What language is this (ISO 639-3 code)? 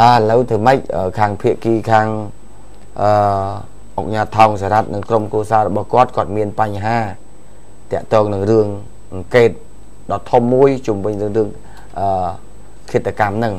khm